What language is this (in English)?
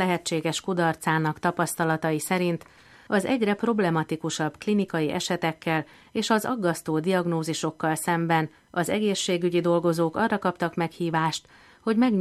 Hungarian